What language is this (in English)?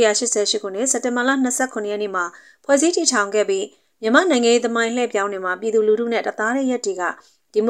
Burmese